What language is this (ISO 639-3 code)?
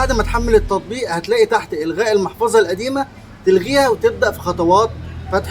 arz